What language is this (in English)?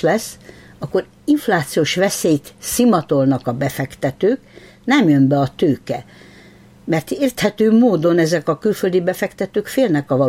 Hungarian